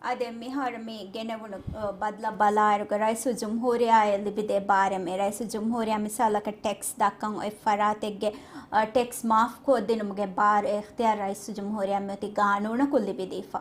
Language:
Divehi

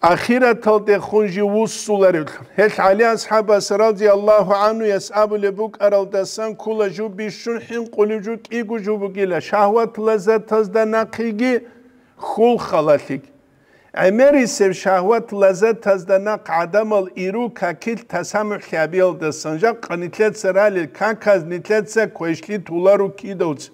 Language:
Avaric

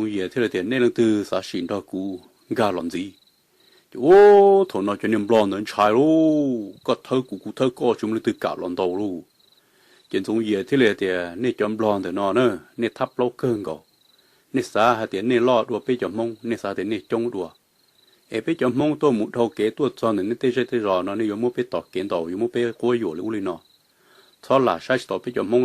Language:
Hmong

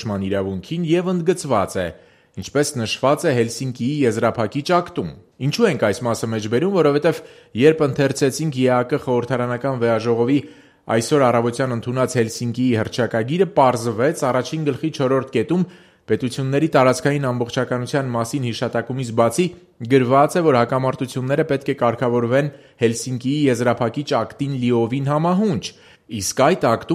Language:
Armenian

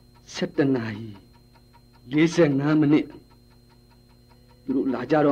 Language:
Burmese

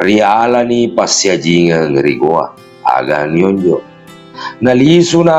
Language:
Buginese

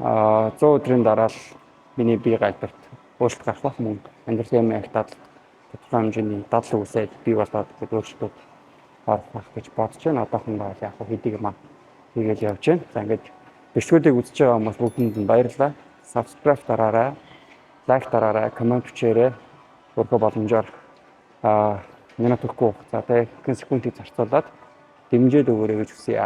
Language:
Mongolian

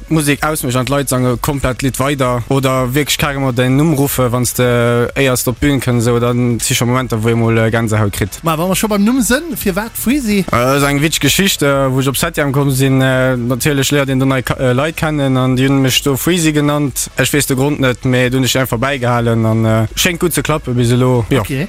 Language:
Luxembourgish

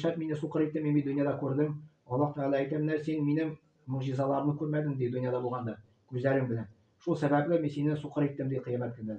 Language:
Tatar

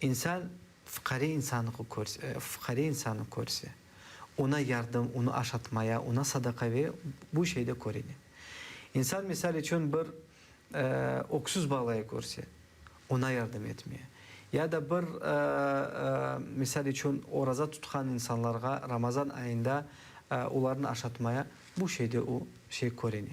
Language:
Crimean Tatar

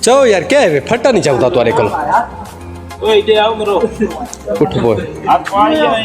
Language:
Saraiki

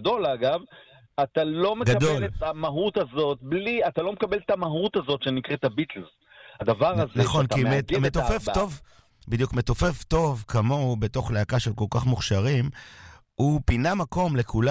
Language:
Hebrew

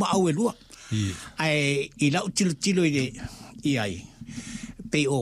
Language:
Samoan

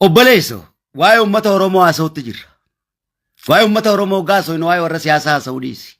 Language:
Oromo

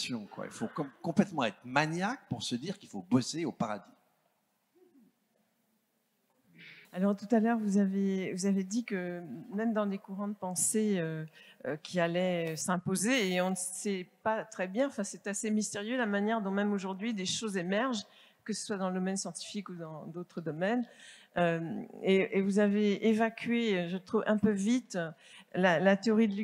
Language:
French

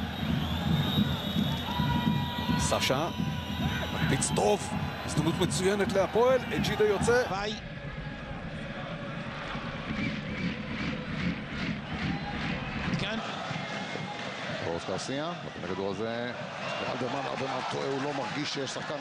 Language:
Hebrew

